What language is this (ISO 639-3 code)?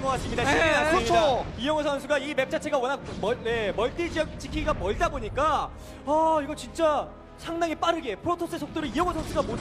kor